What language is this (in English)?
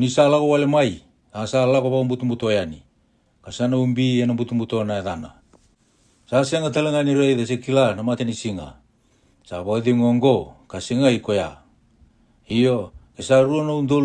Fijian